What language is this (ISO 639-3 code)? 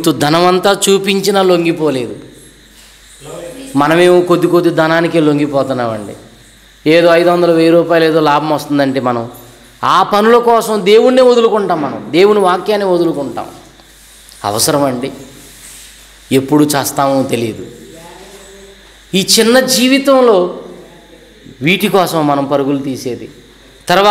tel